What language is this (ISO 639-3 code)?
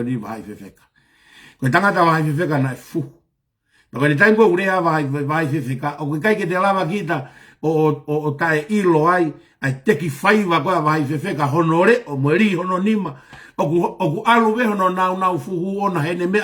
ton